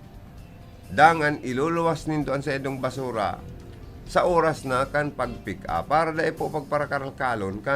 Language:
Bikol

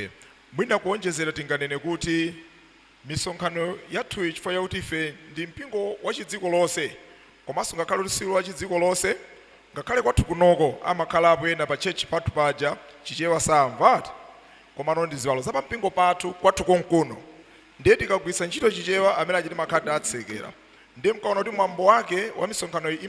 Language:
Nyanja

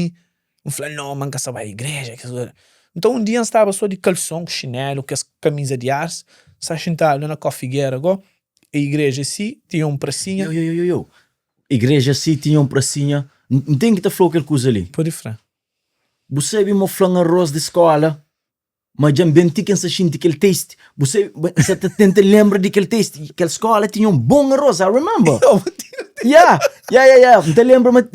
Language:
Kabuverdianu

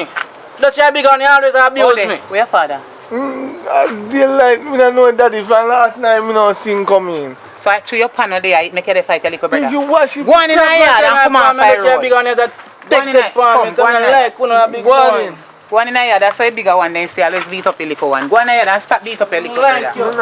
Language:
Jamaican Creole English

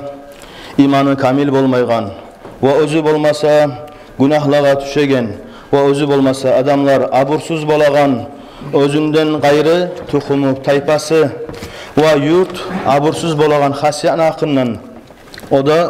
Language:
Kumyk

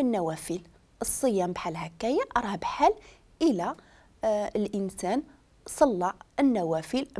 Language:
Moroccan Arabic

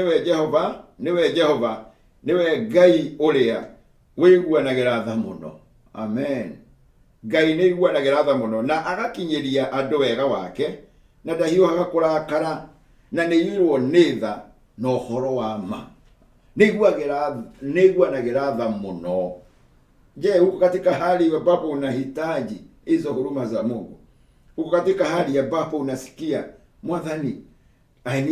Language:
Kikuyu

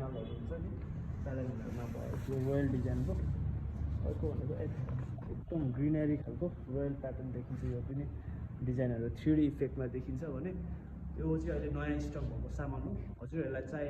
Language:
Nepali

